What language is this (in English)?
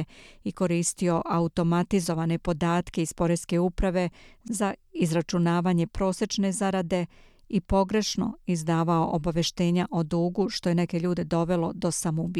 Serbian